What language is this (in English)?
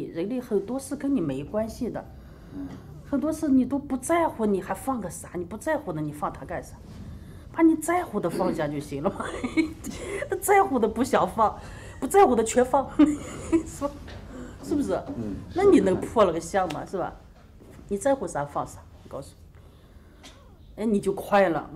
Chinese